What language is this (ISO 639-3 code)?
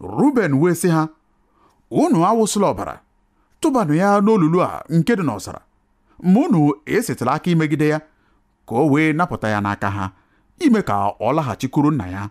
ibo